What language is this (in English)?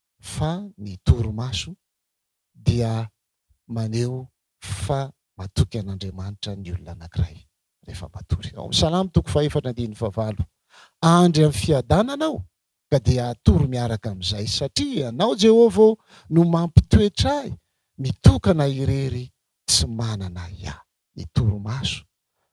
Malagasy